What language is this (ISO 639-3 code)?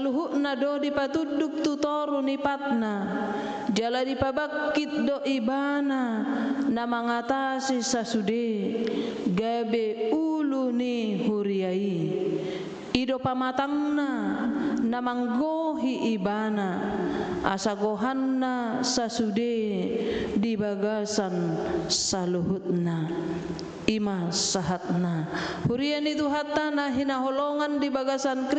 bbc